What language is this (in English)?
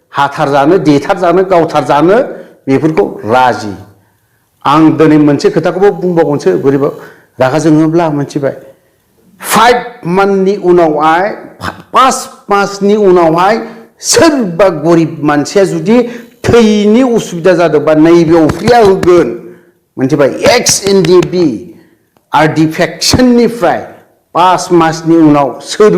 Bodo